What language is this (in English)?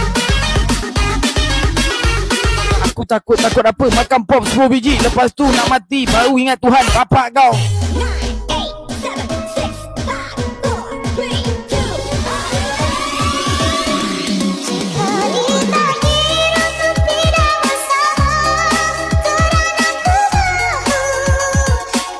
Malay